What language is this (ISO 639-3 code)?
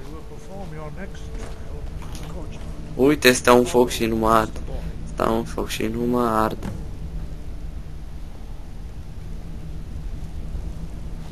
ron